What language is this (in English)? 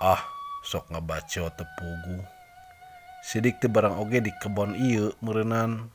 Sundanese